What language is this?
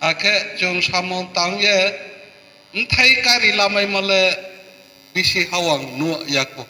Riang (India)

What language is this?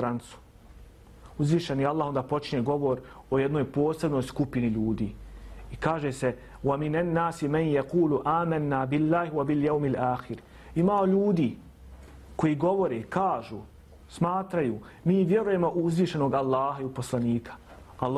Bosnian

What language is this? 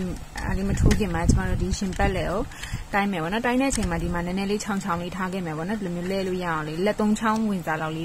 Burmese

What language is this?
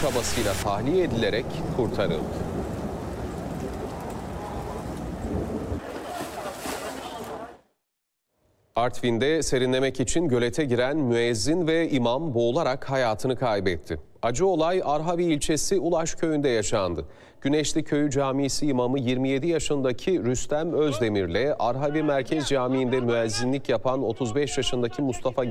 Turkish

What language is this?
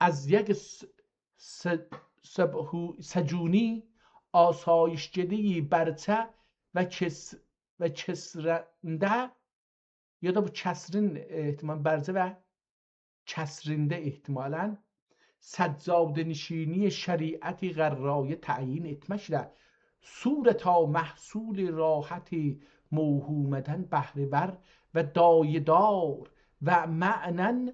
South Azerbaijani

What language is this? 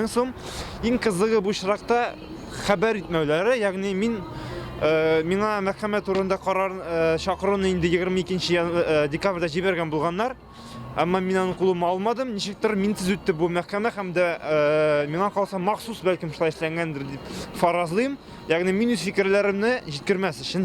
Tatar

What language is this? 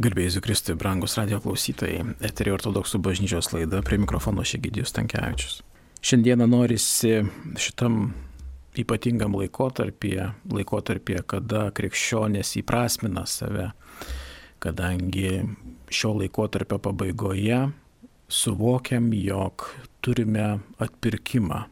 Lithuanian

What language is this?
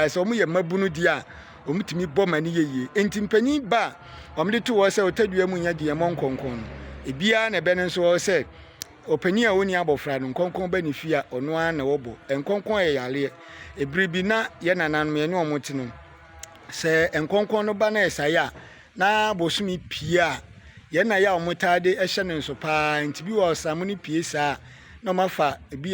Akan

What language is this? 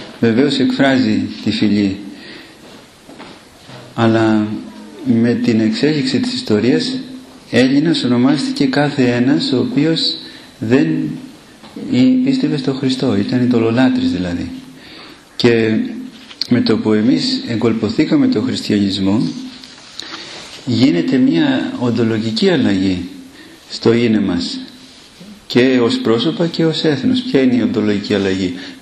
Greek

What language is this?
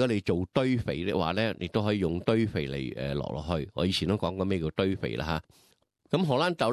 Cantonese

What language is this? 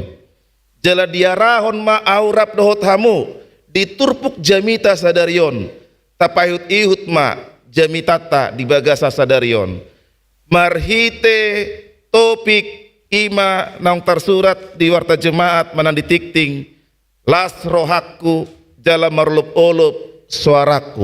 Batak Toba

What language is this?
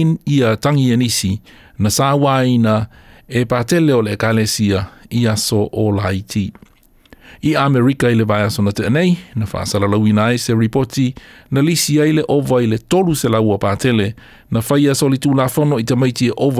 Samoan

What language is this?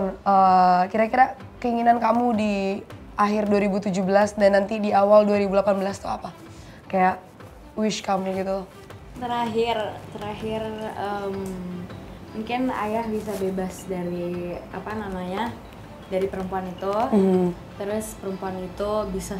Indonesian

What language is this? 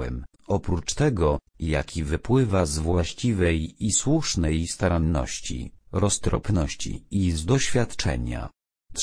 Polish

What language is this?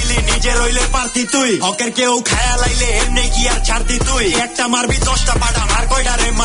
Bangla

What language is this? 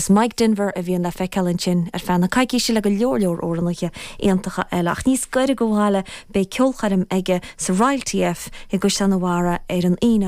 Irish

